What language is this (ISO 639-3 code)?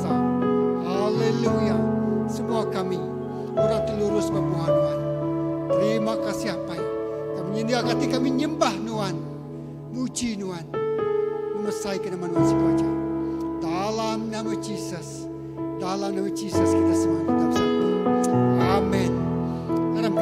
iba